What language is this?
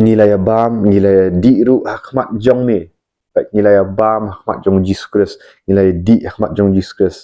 Khasi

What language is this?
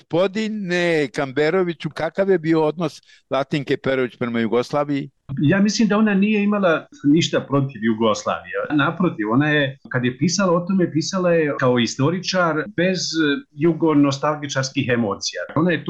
Bosnian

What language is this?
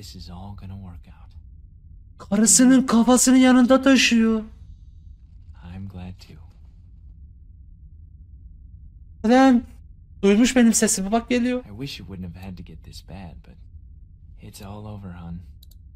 Turkish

